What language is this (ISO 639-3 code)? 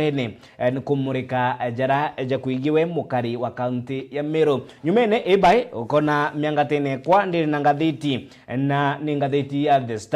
mer